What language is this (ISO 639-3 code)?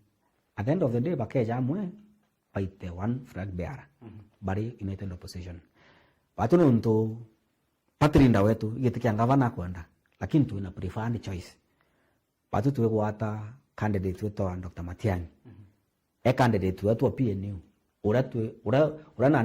mer